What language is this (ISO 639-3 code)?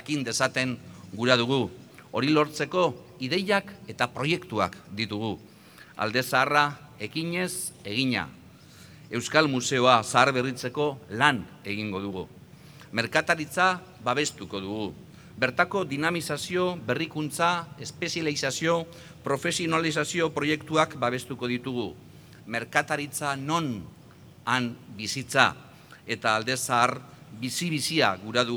eus